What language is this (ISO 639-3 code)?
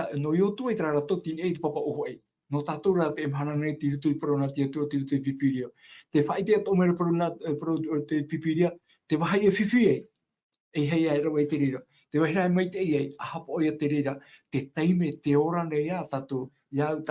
tah